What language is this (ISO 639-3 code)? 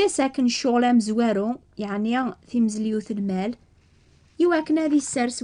kab